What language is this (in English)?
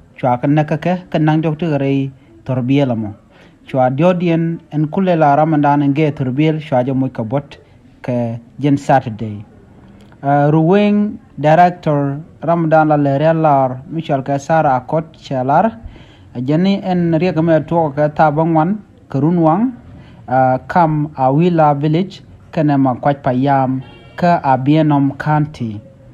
Nuer